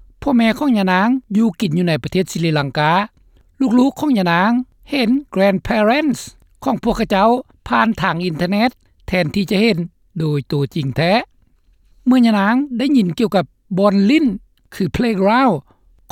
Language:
Lao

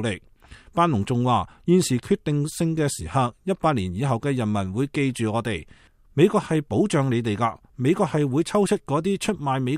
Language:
Cantonese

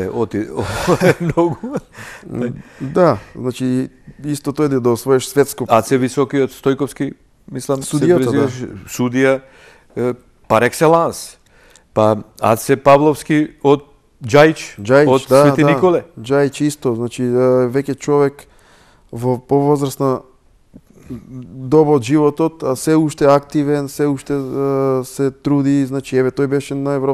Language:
Macedonian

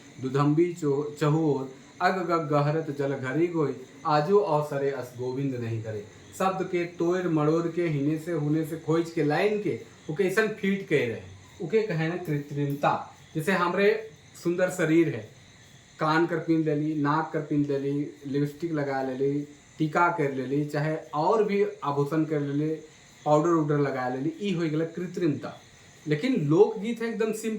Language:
Sadri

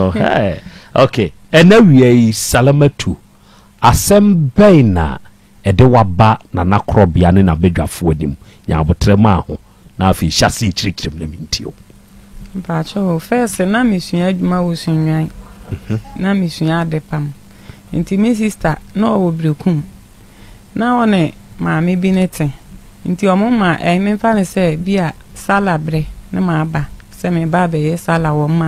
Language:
Akan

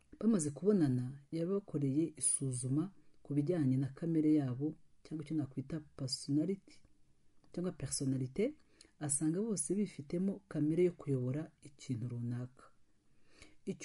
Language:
Kinyarwanda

